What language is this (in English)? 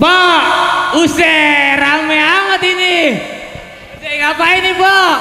Betawi